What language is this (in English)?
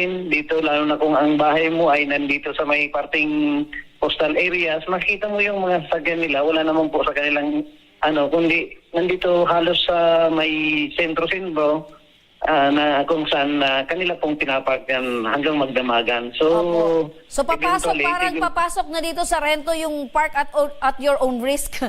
Bikol